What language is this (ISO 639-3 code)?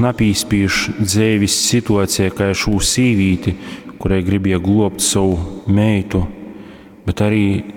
ltg